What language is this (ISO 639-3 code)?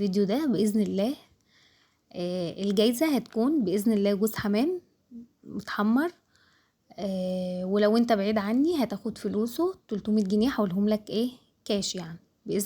arz